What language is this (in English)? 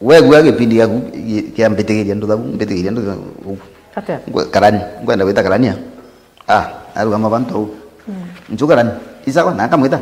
Meru